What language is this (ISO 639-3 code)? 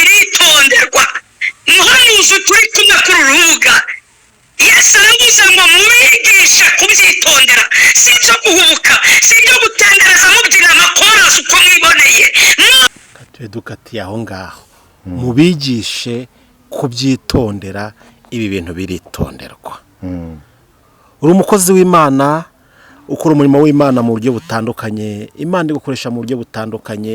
kin